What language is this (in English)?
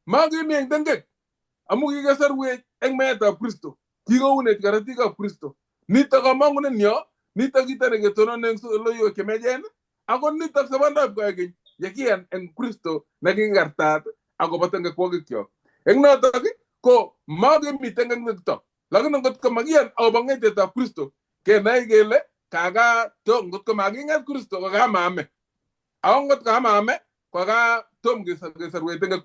Kalenjin